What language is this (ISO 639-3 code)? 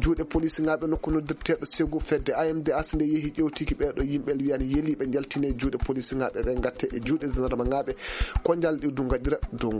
ffm